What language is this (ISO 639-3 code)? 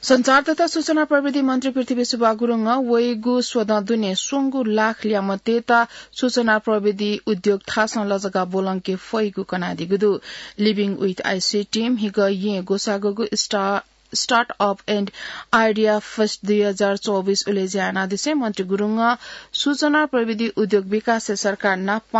new